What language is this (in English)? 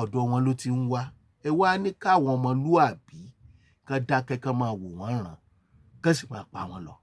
Yoruba